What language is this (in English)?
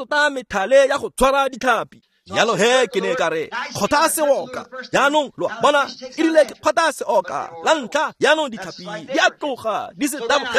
Tswana